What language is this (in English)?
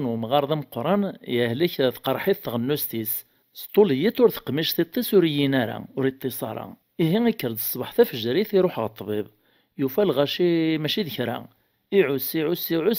Kabyle